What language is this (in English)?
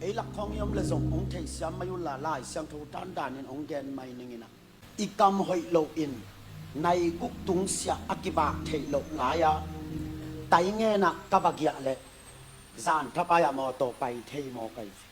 Tedim Chin